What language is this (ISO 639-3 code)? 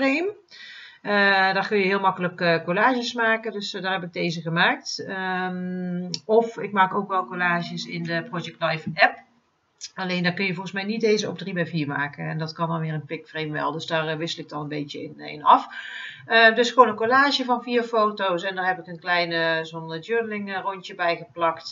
nld